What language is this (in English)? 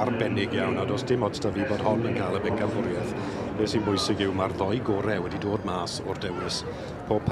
Welsh